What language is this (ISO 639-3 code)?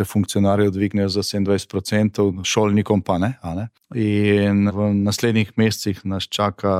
slv